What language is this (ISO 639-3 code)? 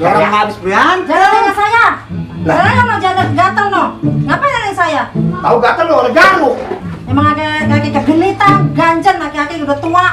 bew